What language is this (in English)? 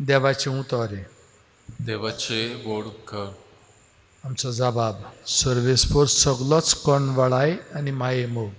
Konkani